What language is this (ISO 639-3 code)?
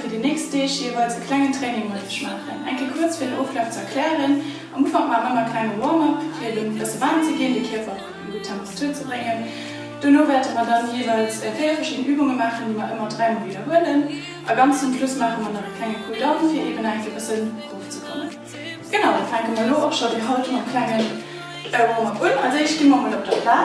ltz